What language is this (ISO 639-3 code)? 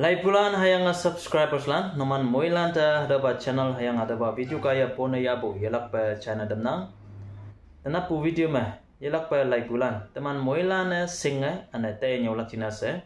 nbe